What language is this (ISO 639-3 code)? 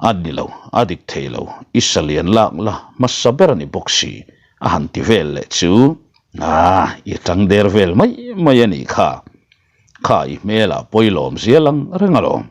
lus